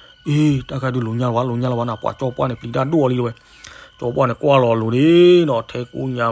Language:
S'gaw Karen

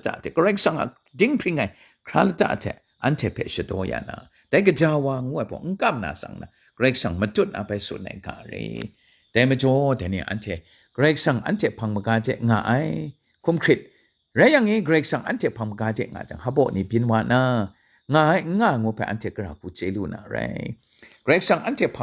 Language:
Kachin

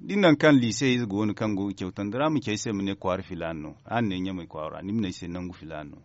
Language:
Zarma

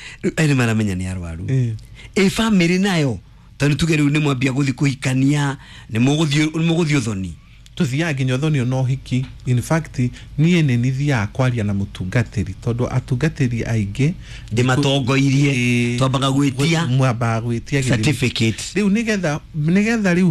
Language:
Kikuyu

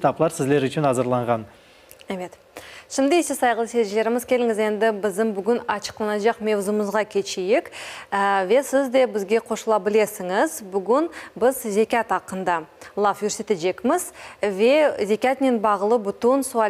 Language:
Crimean Tatar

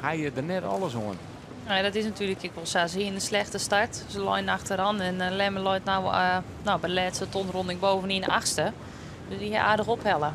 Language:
Western Frisian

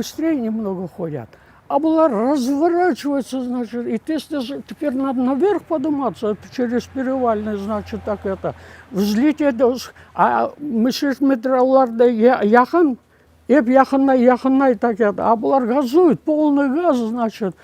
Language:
Crimean Tatar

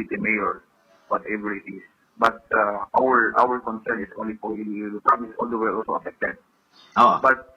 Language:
Hiligaynon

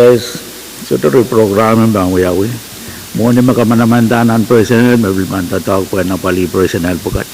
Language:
Pohnpeian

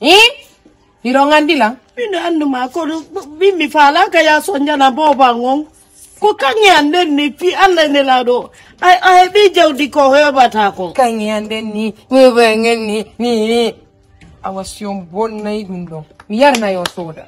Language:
Fula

